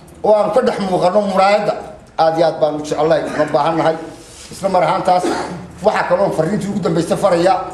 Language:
Somali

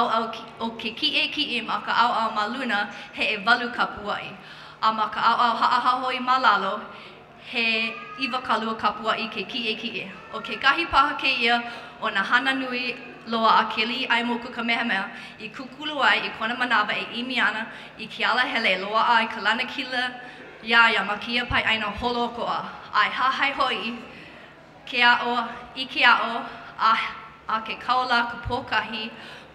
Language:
Hawaiian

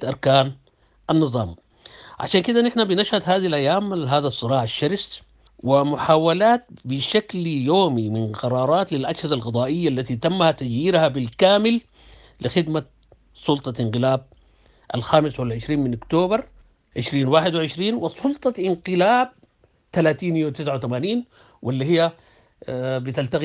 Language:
Sudanese Arabic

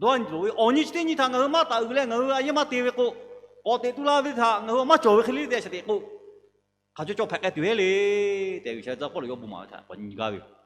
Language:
Lahu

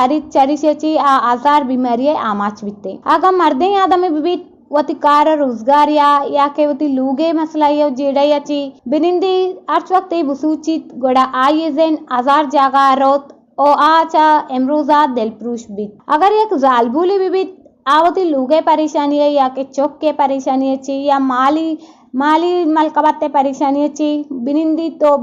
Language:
Eastern Balochi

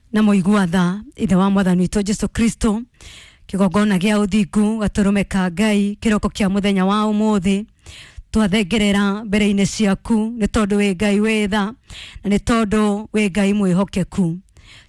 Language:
Kikuyu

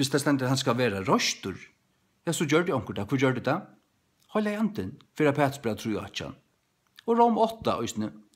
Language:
Faroese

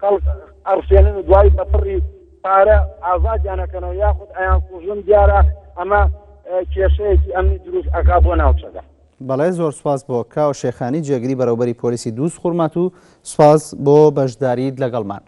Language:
Central Kurdish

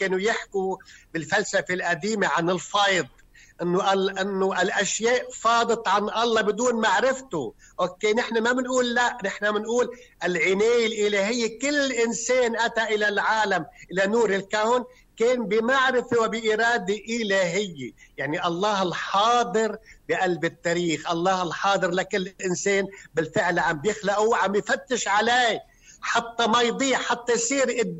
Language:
North Levantine Arabic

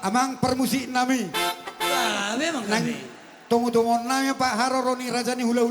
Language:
Batak Toba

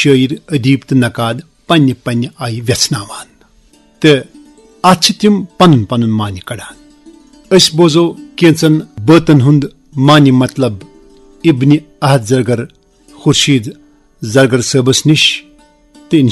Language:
Kashmiri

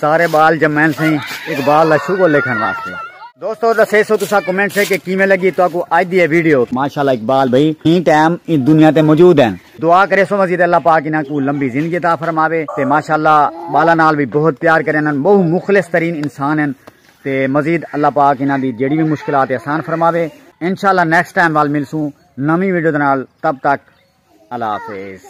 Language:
Saraiki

